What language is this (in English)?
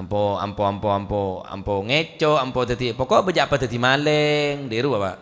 Madurese